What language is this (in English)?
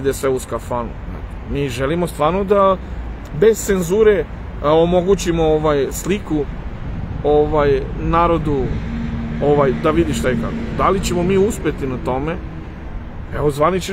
Serbian